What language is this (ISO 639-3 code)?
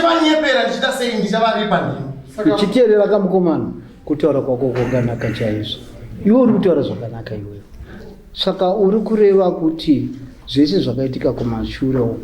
sna